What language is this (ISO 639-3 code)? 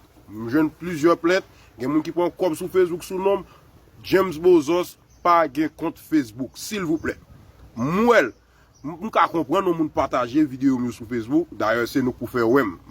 hat